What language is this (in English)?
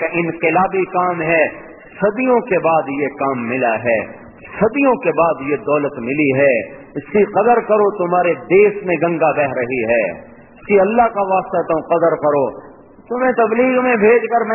Urdu